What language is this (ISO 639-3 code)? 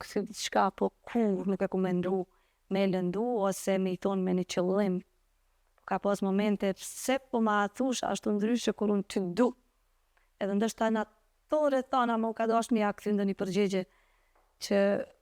sqi